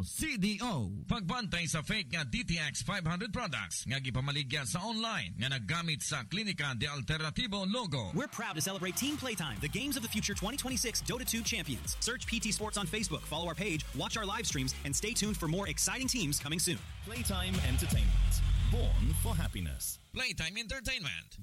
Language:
Cebuano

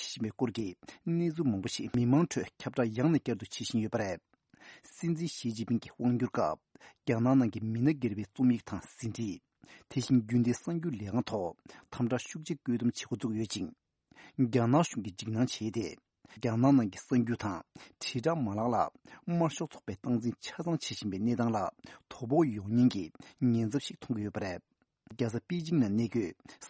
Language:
Tibetan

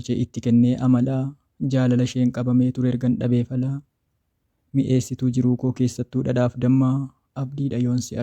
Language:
Oromo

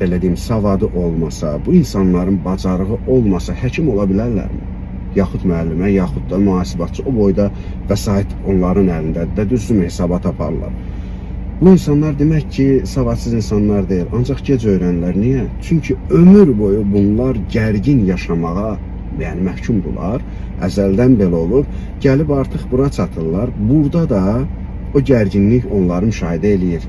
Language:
Azerbaijani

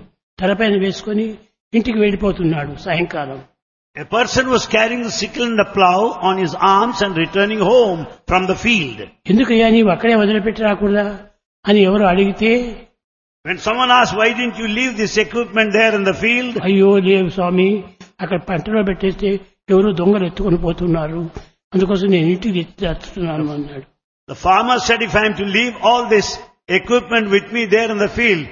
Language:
Telugu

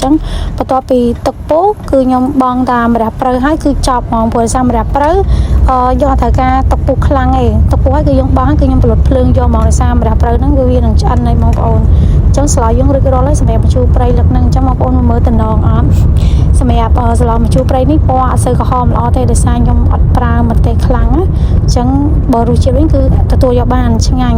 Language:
Khmer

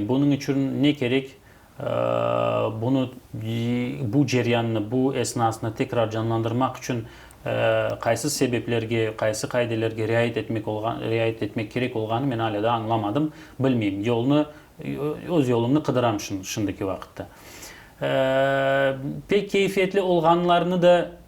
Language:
Crimean Tatar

